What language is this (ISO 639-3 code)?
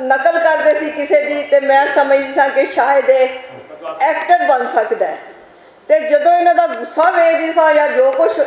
lah